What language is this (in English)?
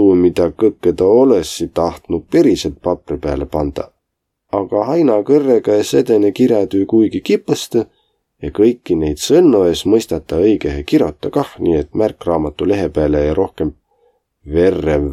Võro